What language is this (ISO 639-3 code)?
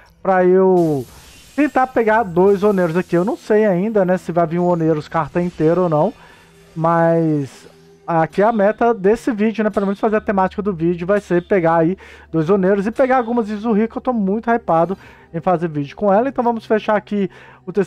por